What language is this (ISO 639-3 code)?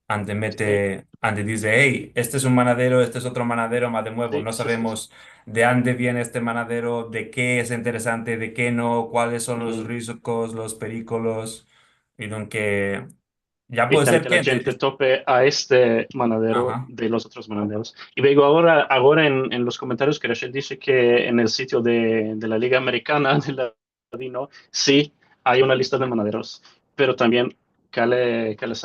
lad